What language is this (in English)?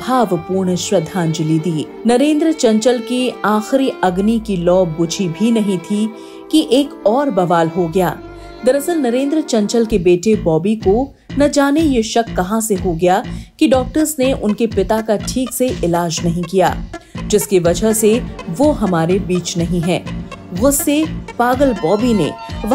Hindi